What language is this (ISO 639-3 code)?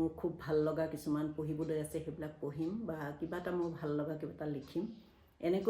asm